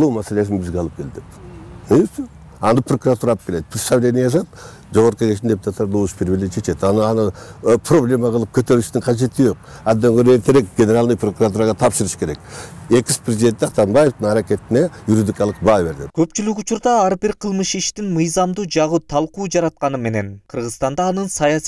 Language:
Kyrgyz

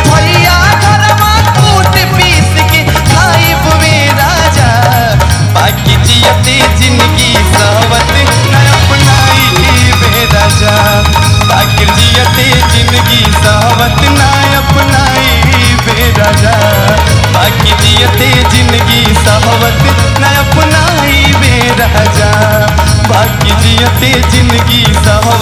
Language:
Bhojpuri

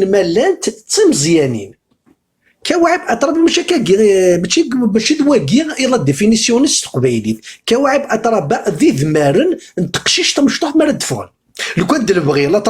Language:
Kabyle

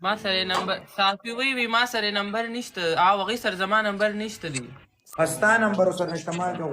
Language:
Pashto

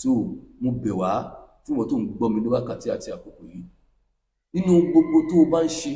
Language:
Yoruba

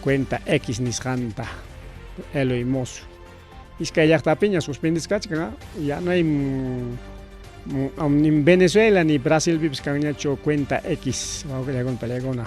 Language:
Ayacucho Quechua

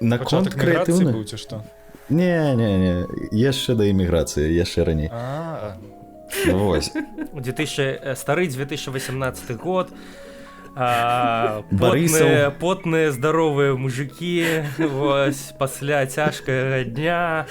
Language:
Belarusian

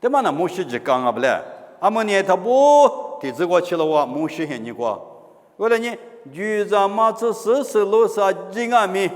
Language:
Lisu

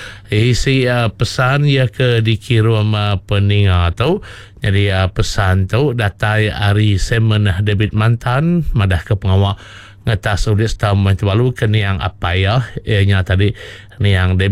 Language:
Iban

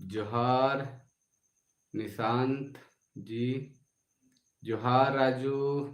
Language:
Sadri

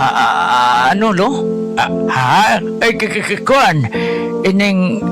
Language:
Hiligaynon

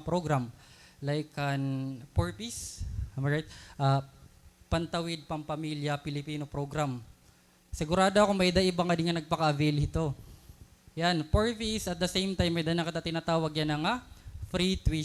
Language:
Waray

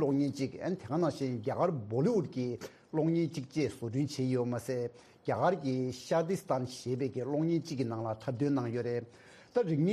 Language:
Tibetan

